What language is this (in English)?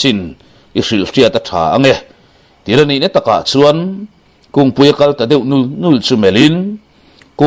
Mizo